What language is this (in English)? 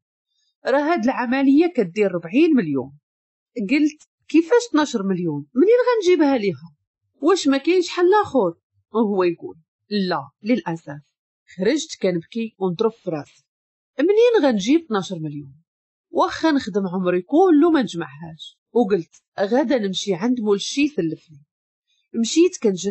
Moroccan Arabic